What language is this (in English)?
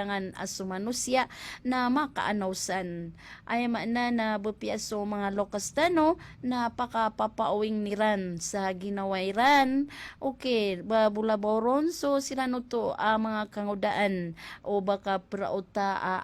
Maranao